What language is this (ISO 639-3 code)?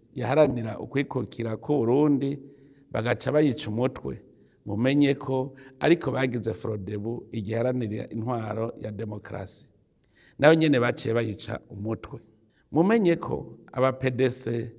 run